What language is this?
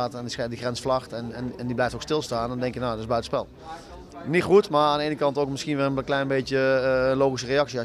Dutch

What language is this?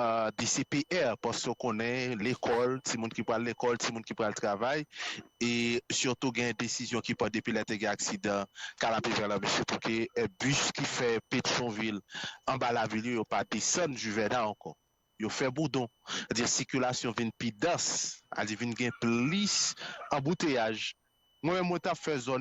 Haitian Creole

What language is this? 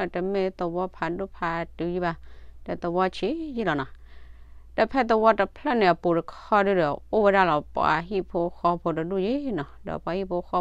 S'gaw Karen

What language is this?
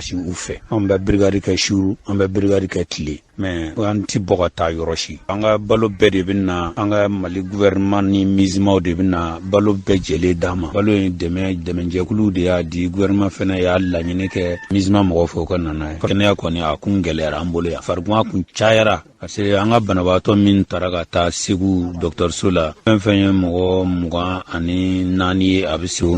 Bambara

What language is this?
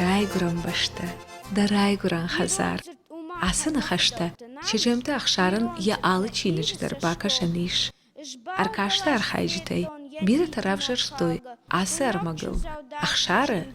Ossetic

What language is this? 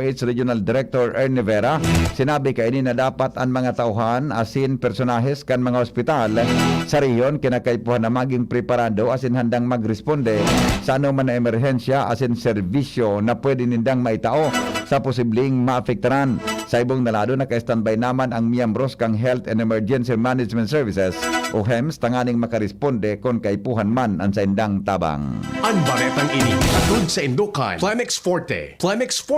Bikol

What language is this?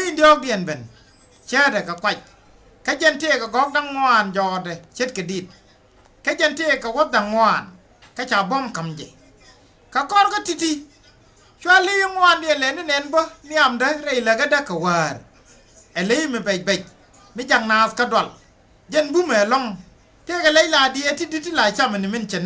Nuer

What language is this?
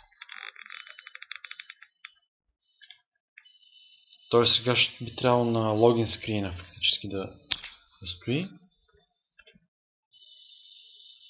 Bulgarian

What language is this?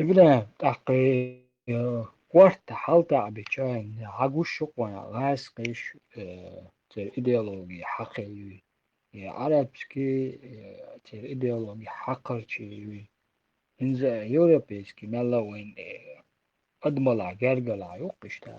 Chechen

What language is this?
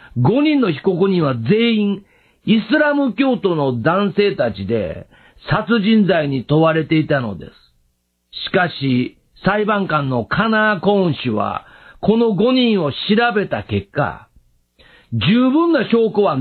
Japanese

